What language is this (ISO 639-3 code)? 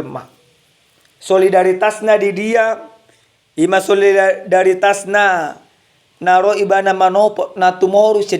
bbc